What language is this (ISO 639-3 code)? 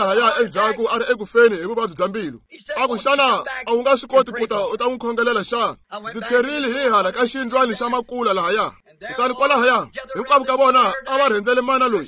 tso